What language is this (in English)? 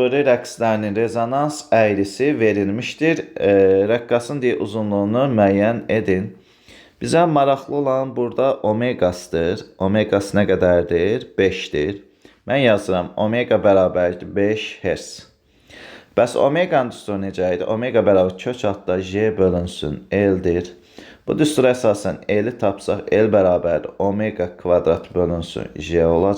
Azerbaijani